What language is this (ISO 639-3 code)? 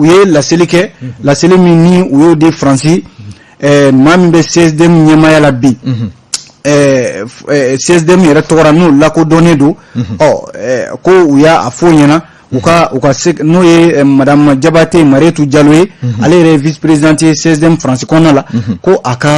bam